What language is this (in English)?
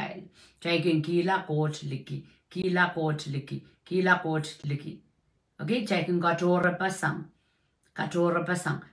Pohnpeian